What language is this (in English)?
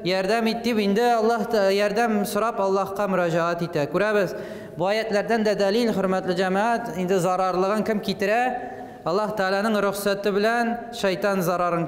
Tatar